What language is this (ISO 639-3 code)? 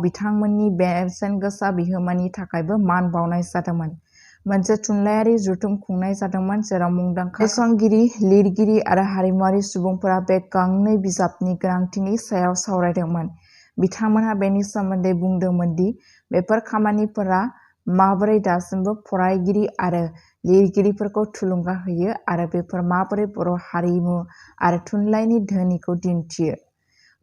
brx